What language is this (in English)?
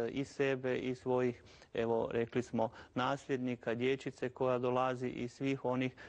Croatian